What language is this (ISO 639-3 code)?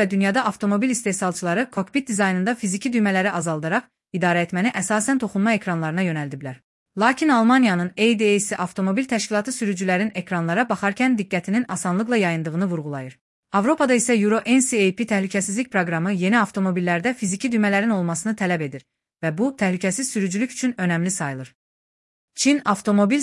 aze